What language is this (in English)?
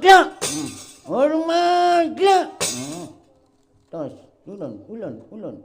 Javanese